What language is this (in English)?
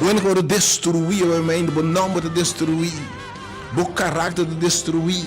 Papiamento